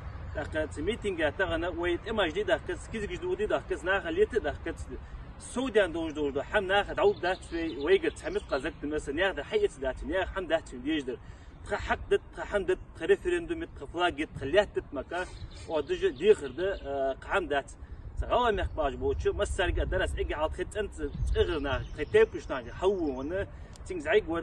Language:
Ingush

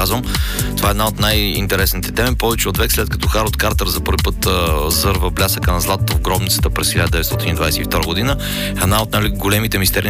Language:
Bulgarian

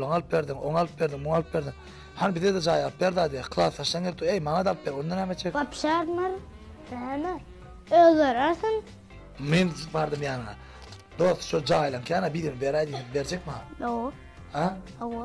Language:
Turkmen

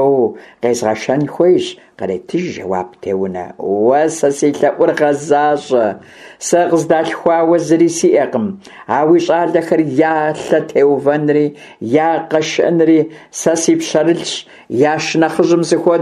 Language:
Kabardian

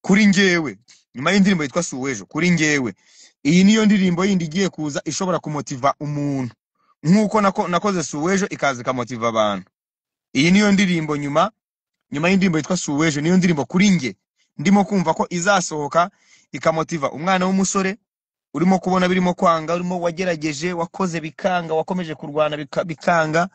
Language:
Kinyarwanda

